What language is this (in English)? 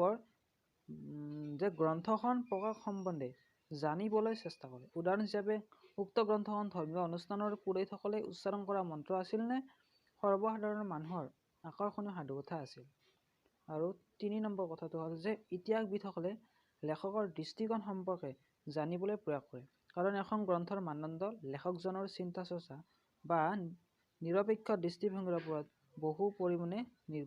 Assamese